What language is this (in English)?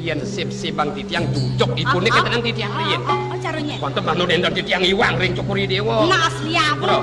Balinese